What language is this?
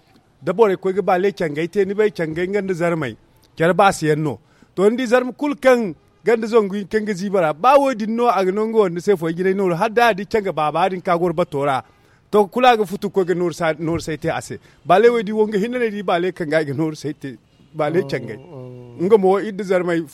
Zarma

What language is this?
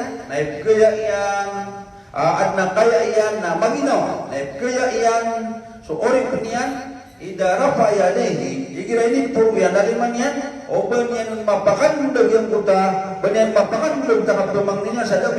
Maranao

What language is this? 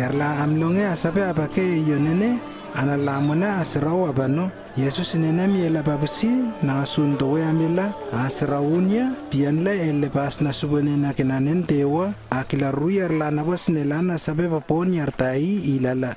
Lewo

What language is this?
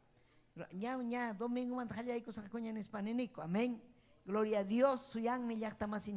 Ayacucho Quechua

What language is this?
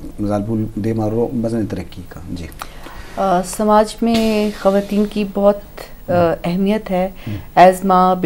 Eastern Balochi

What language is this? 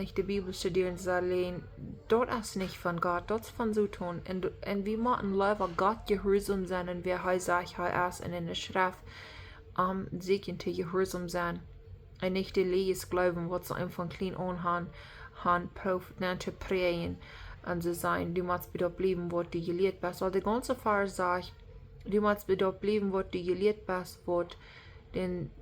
Plautdietsch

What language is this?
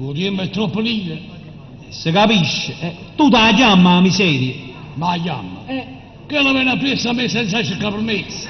Neapolitan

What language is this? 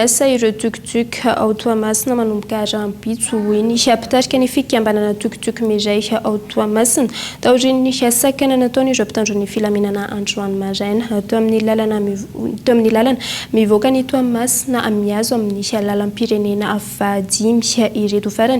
Malagasy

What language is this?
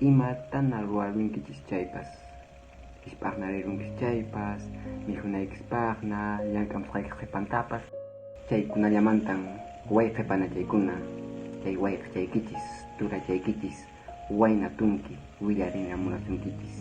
Quechua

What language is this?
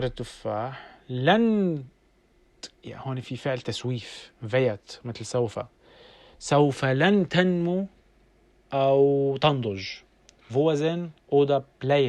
North Levantine Arabic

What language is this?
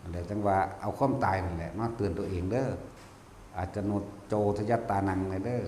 Northeastern Thai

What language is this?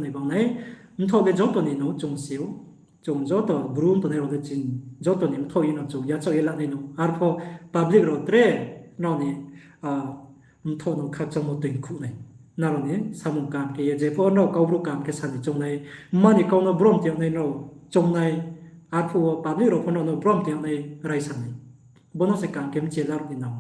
Riang (India)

